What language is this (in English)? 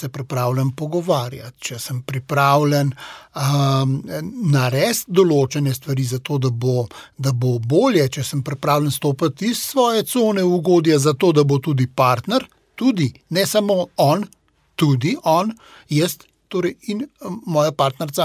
Slovenian